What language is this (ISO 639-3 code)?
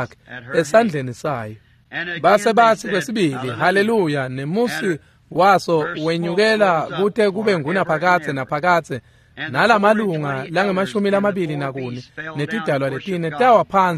ssw